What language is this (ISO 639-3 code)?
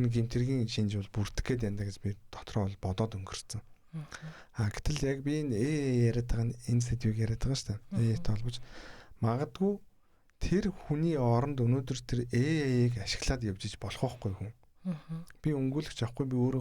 mon